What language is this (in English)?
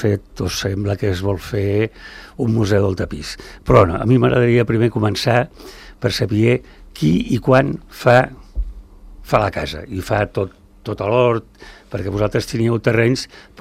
Catalan